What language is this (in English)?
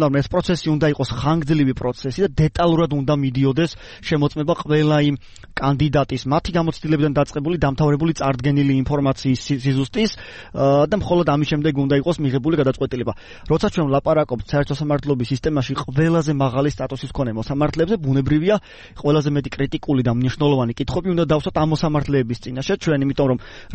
Georgian